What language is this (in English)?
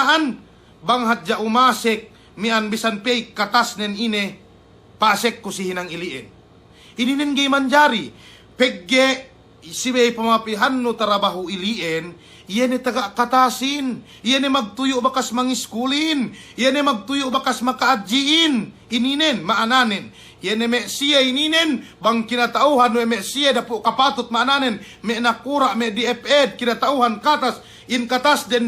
Yakan